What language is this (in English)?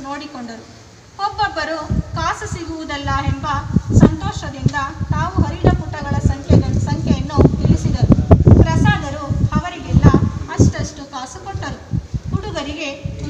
Kannada